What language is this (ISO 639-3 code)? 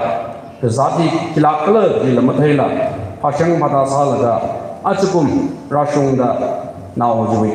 nmf